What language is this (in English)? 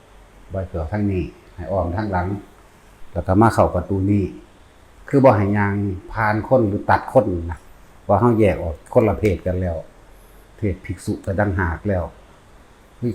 Northeastern Thai